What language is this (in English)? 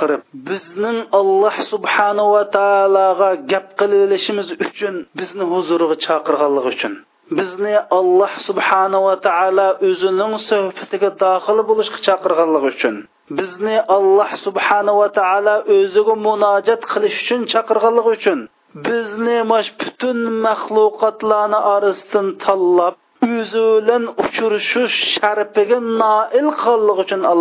Uyghur